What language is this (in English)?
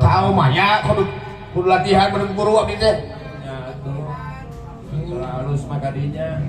Sundanese